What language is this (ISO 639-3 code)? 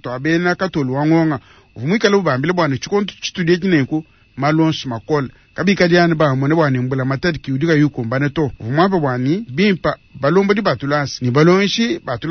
lua